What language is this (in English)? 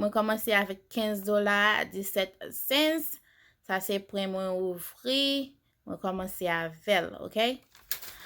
Haitian Creole